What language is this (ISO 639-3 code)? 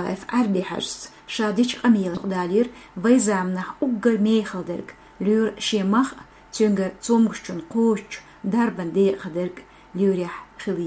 che